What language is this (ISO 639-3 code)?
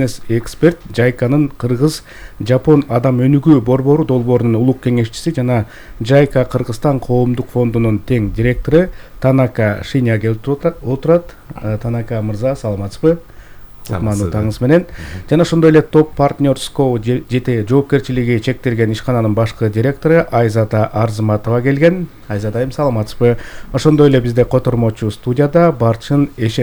kir